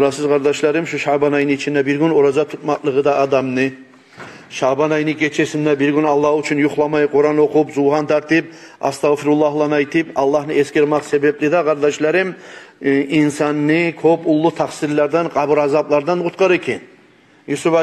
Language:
Kumyk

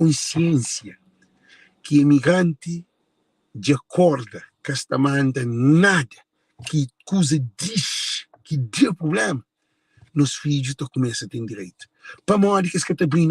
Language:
Kabuverdianu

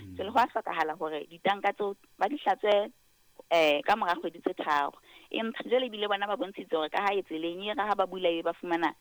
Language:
Southern Sotho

